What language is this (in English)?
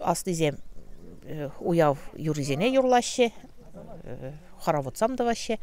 Chuvash